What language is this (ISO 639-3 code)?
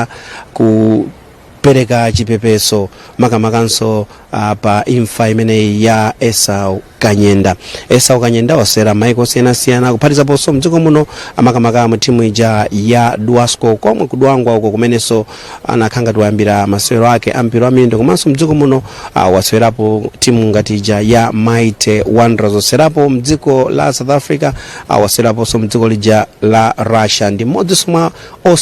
nya